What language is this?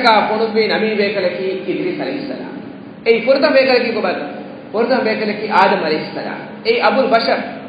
Divehi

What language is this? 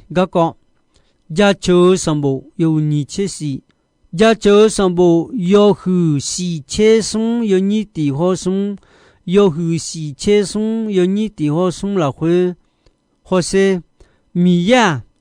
Akha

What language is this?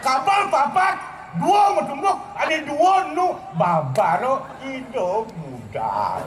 Balinese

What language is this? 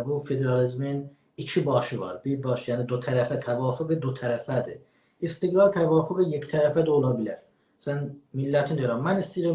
South Azerbaijani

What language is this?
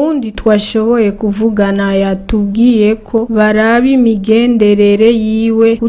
Rundi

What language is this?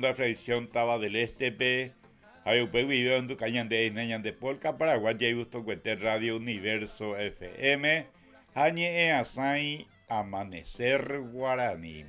Guarani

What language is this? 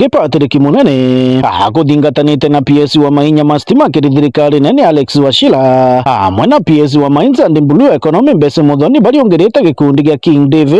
Meru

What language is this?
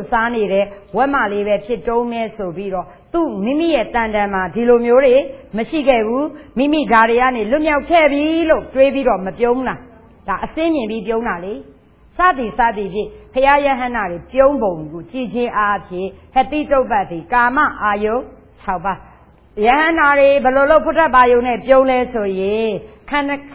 Burmese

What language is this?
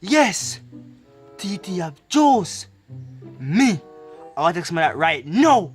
Jamaican Creole English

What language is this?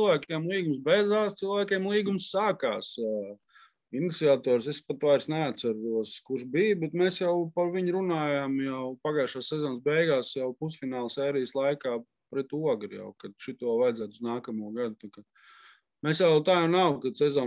Latvian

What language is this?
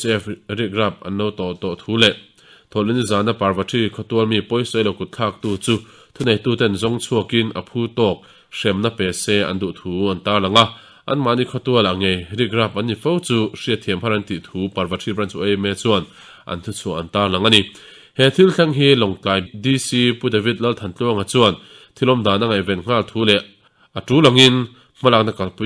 Mizo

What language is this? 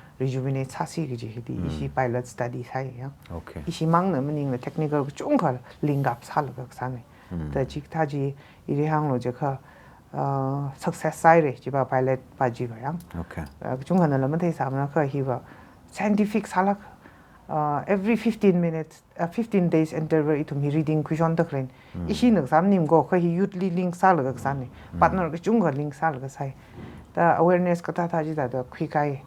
Tangkhul Naga (India)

